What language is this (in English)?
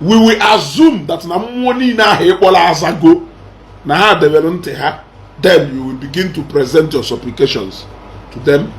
Igbo